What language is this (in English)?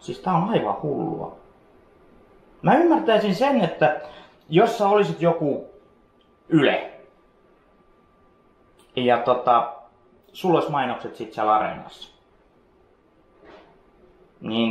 Finnish